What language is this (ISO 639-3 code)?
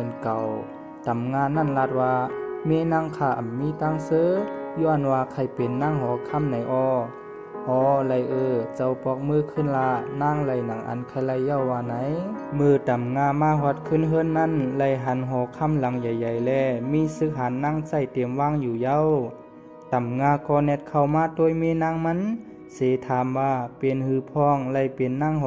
shn